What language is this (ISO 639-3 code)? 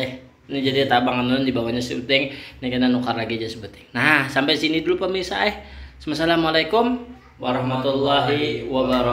bjn